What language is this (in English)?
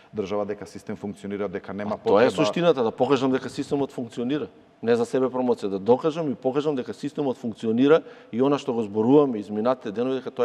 Macedonian